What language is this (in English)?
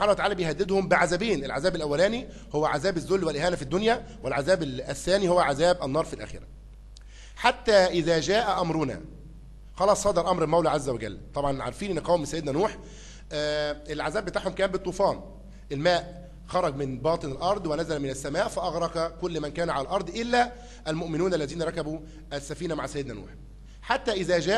Egyptian Arabic